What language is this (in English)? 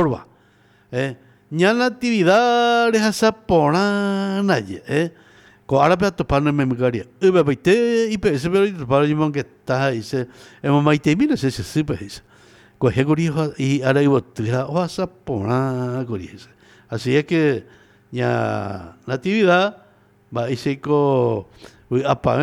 Guarani